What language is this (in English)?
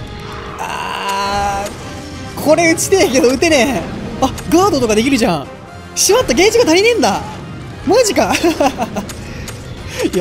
Japanese